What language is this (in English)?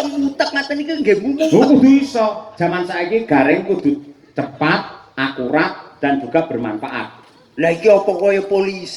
Javanese